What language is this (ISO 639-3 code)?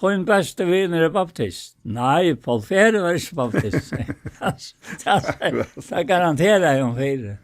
fao